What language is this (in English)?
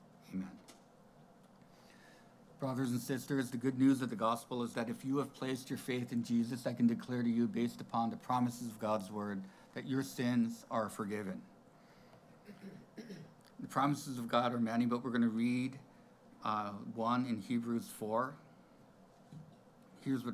English